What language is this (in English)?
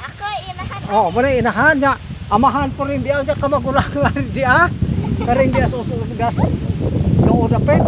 Cebuano